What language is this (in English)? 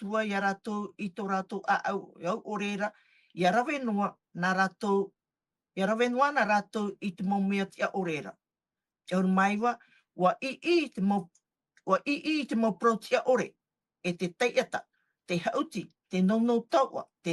Tahitian